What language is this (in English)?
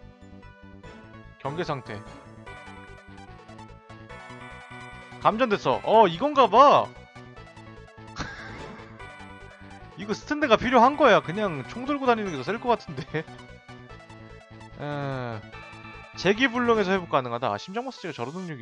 Korean